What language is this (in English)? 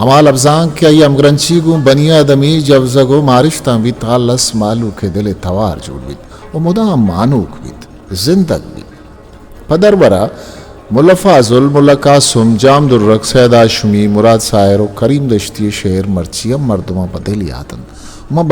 Eastern Balochi